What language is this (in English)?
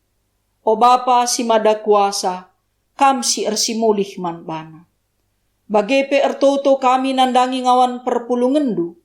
Batak Karo